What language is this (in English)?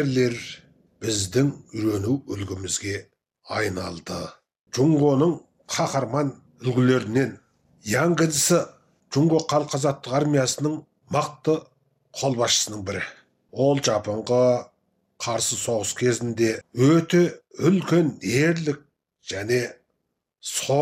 Kazakh